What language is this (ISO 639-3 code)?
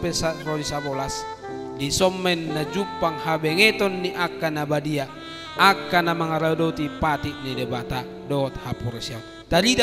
bbc